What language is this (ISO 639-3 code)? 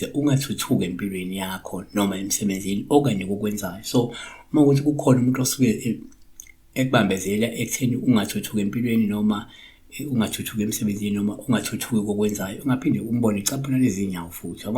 zul